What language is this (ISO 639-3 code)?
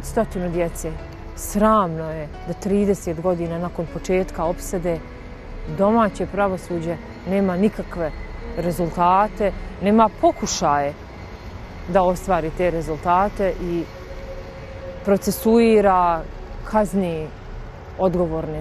bos